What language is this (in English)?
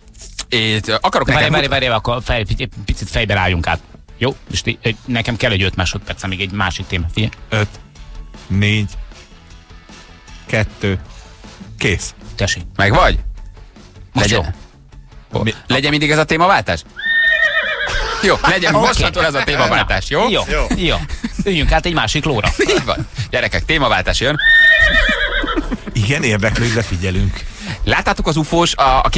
Hungarian